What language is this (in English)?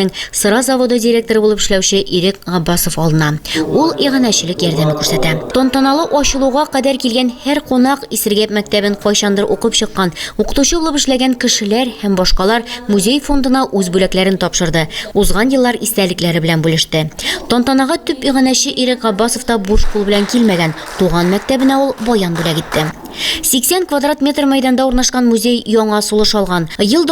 Tatar